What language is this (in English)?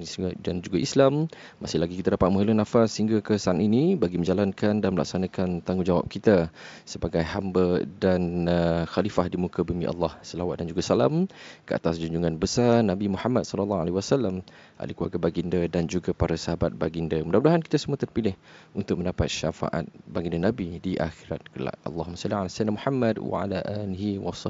Malay